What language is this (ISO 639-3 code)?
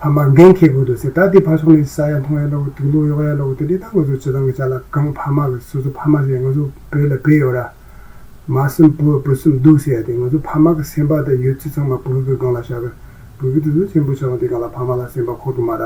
bod